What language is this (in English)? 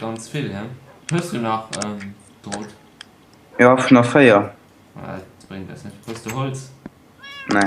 Luxembourgish